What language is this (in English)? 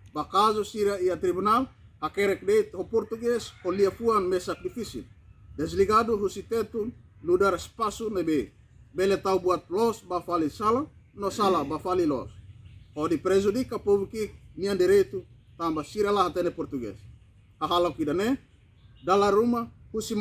Tetum